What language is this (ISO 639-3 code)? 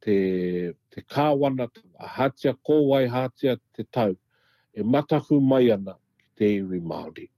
mri